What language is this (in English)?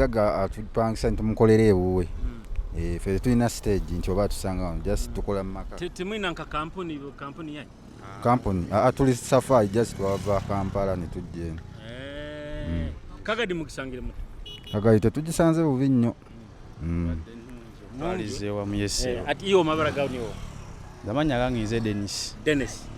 Nyoro